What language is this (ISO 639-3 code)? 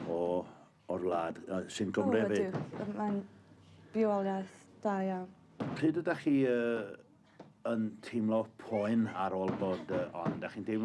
cym